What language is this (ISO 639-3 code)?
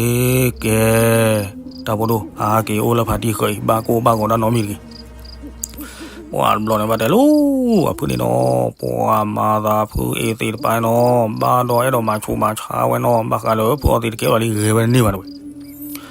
ksw